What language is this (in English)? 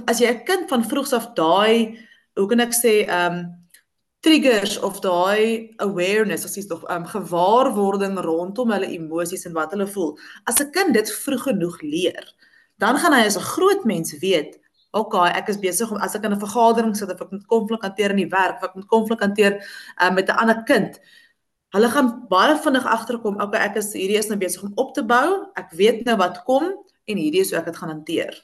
Afrikaans